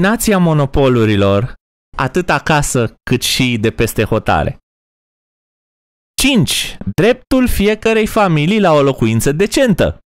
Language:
Romanian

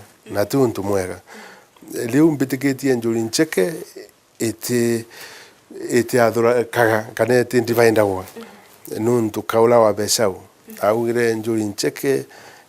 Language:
Meru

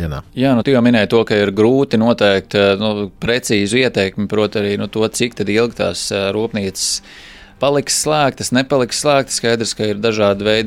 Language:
Latvian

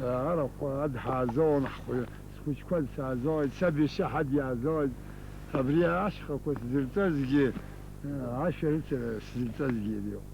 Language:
Abkhazian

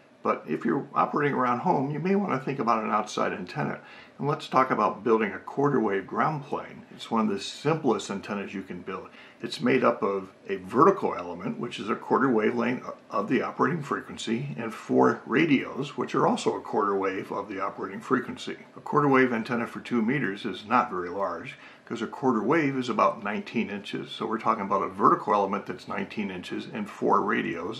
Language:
English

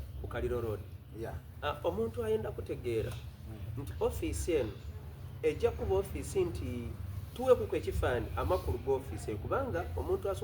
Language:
Soga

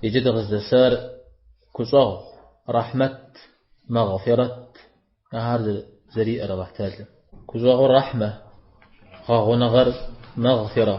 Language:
Kabardian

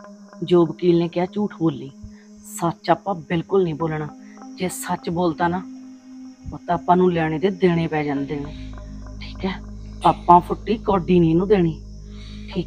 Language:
Punjabi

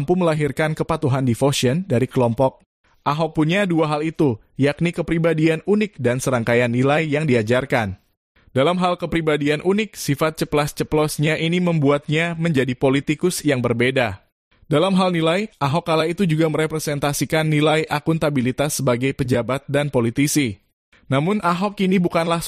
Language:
Indonesian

